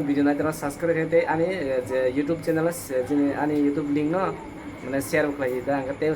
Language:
Kok Borok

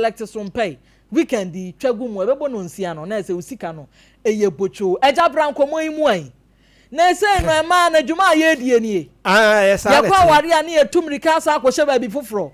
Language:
Akan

